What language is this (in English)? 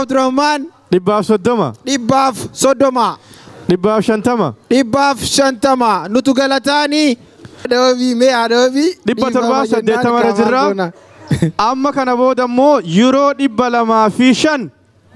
Oromo